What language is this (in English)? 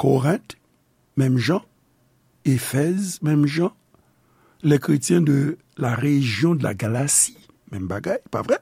Haitian Creole